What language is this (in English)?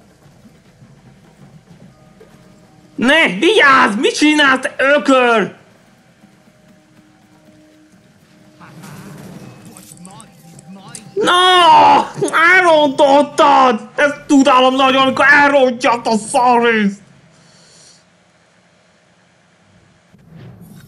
Hungarian